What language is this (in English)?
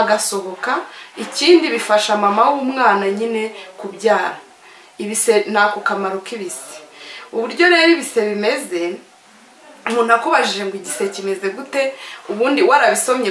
Kinyarwanda